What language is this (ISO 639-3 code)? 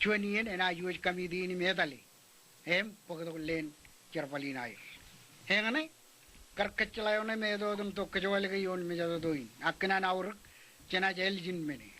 mah